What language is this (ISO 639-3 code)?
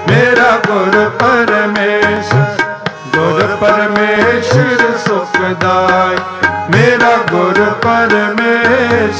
pan